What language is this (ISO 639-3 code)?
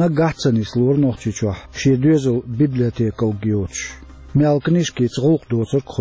che